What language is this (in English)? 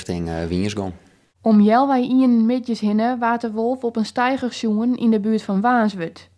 Western Frisian